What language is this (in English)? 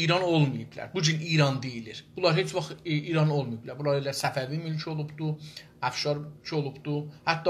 South Azerbaijani